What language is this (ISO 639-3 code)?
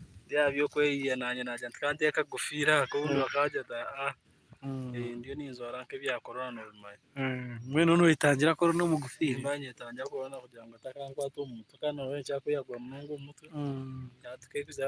nyn